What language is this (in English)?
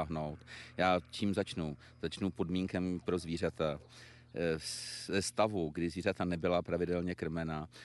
Czech